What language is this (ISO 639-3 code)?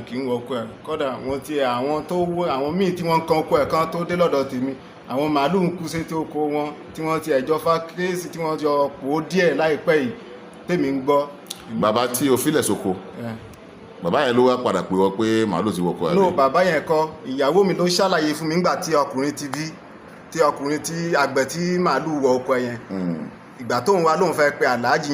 yor